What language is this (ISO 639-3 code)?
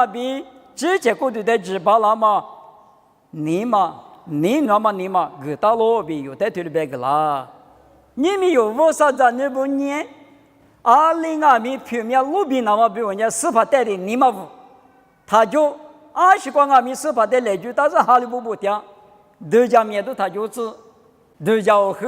lis